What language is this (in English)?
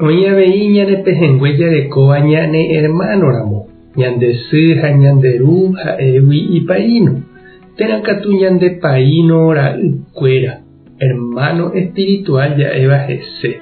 Guarani